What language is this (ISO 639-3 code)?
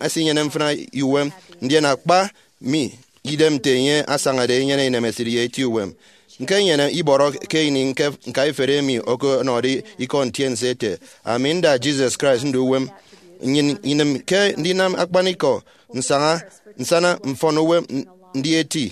efi